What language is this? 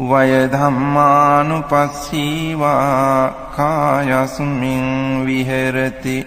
Pali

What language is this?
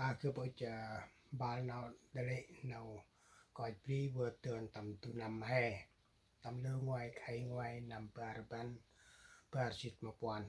Central Mnong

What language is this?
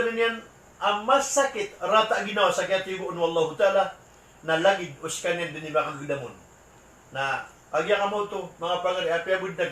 Maranao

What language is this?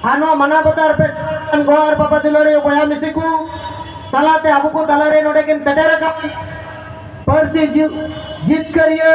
Santali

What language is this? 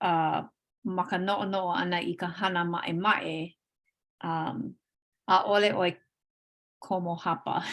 Hawaiian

